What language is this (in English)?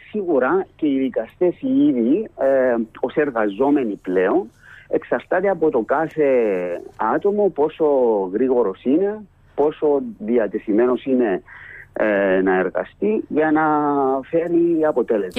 Greek